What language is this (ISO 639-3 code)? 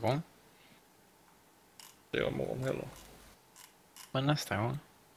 swe